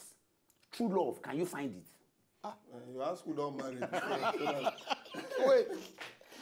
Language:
Nigerian Pidgin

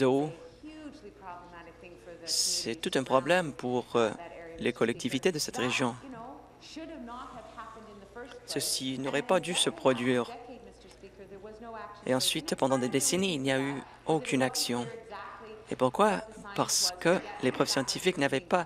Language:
French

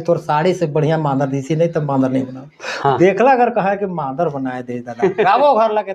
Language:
Sadri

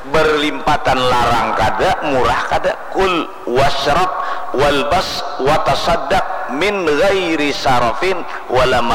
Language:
Banjar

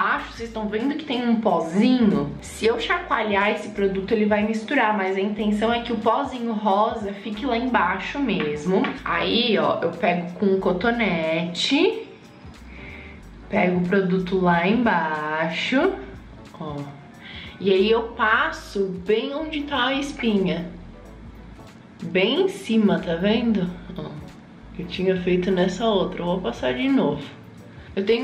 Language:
Portuguese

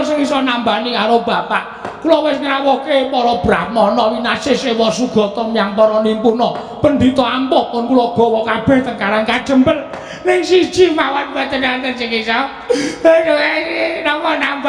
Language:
Javanese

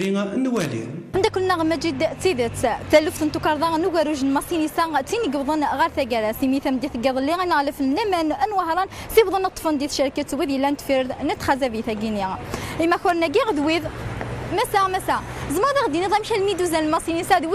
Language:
Kabyle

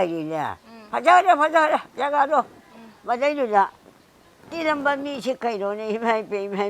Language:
Manipuri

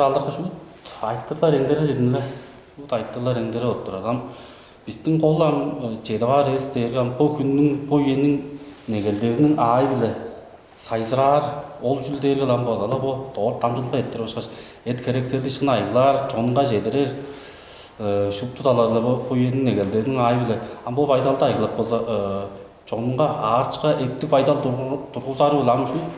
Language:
Tuvinian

